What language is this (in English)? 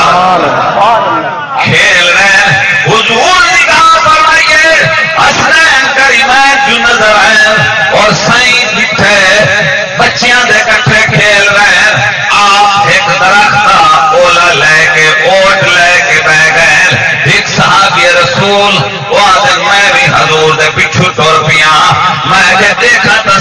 Saraiki